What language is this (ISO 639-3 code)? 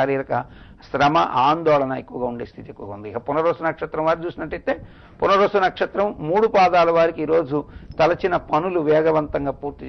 tel